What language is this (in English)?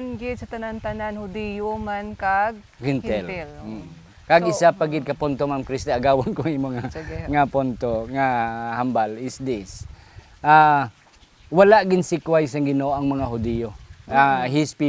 Hiligaynon